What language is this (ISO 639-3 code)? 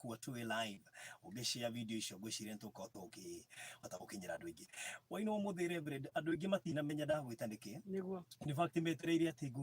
kik